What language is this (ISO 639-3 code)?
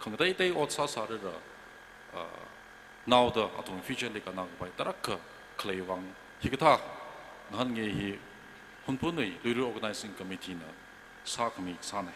nmf